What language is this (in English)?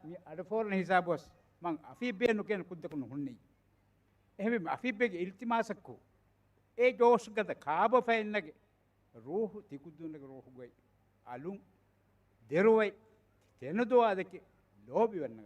Divehi